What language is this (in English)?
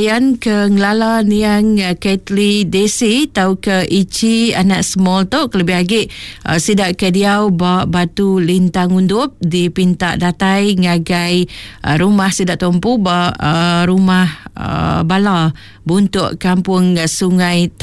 Iban